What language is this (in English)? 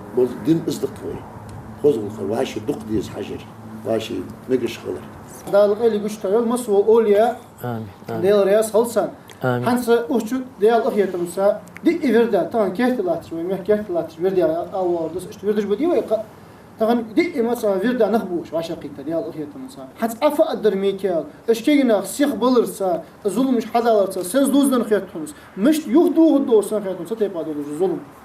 Ingush